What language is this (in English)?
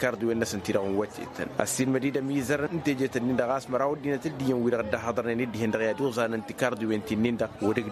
Tamasheq